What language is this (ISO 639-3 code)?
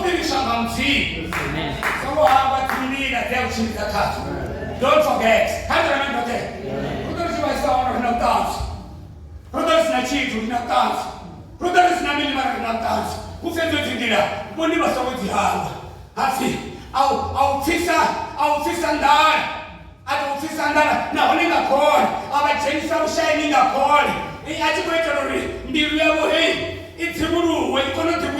ven